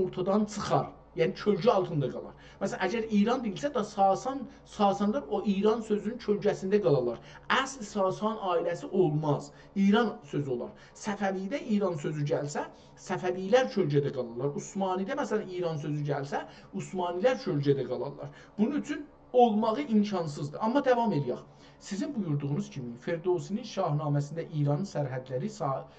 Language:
South Azerbaijani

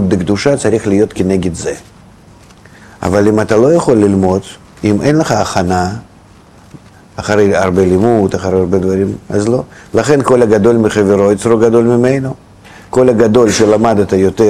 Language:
Hebrew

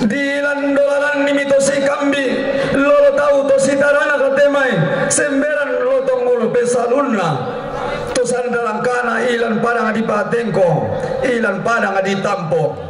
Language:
Toraja-Sa'dan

